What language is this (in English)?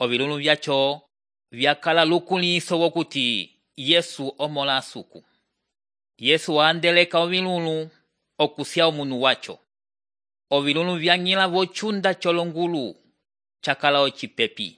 Umbundu